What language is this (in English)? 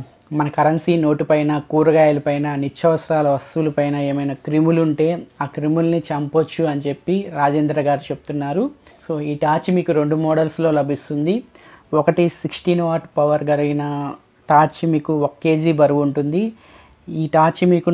Telugu